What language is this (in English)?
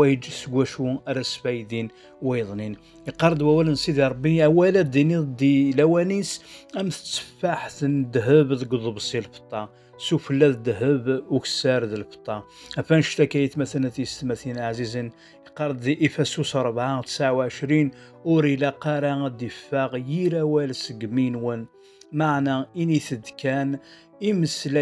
Kabyle